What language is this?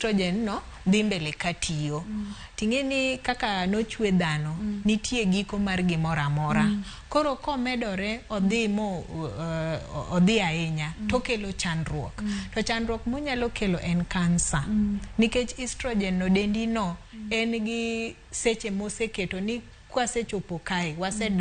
Luo (Kenya and Tanzania)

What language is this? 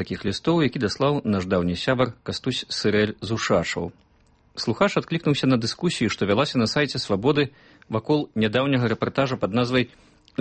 Belarusian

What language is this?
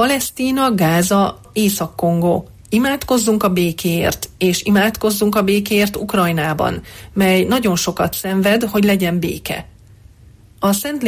Hungarian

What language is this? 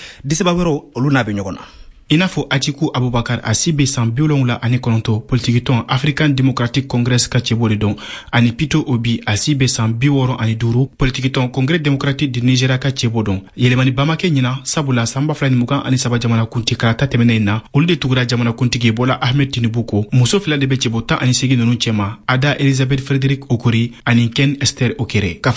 Bambara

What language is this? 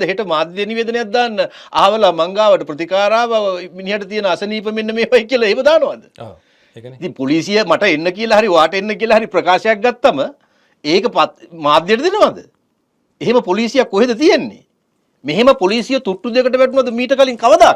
Sinhala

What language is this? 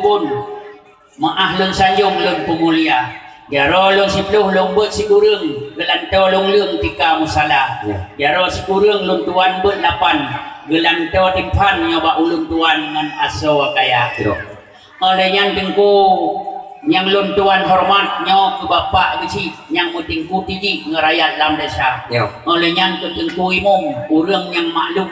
Achinese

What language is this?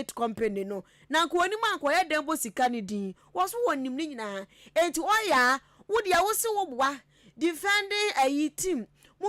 Akan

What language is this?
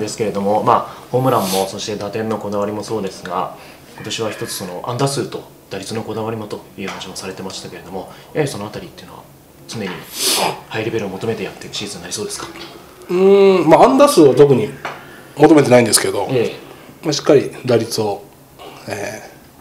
Japanese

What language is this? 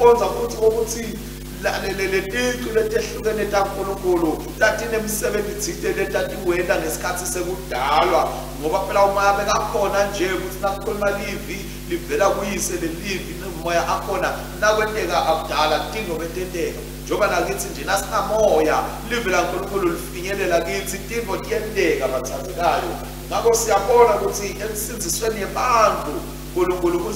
Swati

